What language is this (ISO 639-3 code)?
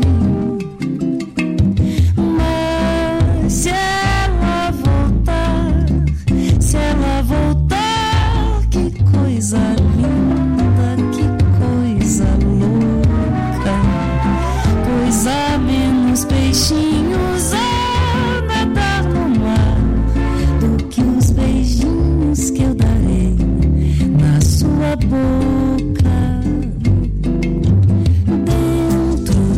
por